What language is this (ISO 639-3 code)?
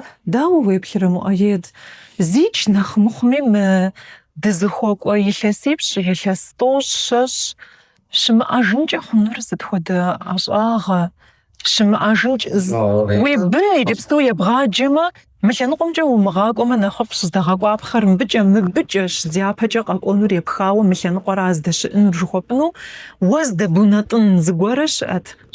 kbd